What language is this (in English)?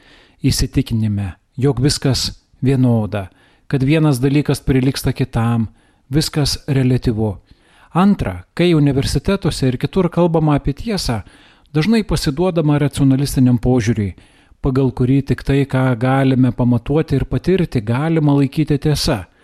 Lithuanian